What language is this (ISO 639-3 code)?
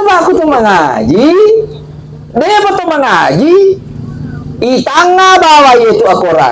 bug